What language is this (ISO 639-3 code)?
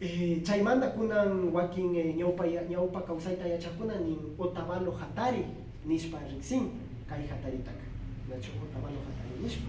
qvi